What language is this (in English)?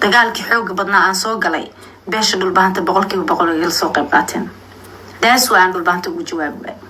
Somali